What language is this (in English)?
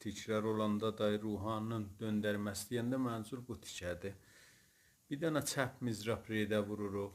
South Azerbaijani